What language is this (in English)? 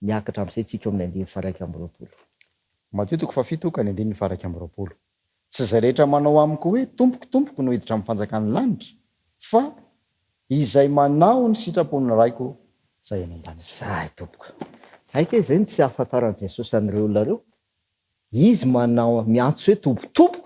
Malagasy